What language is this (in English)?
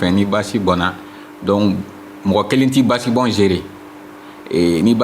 Bambara